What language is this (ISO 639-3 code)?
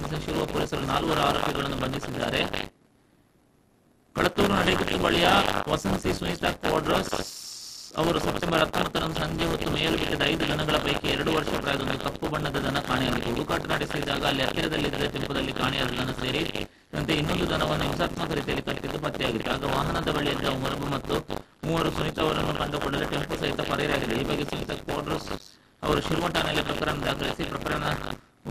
kan